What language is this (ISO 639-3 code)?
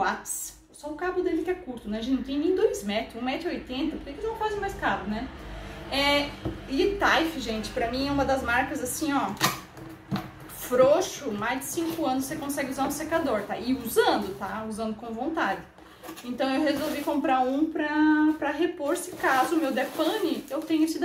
por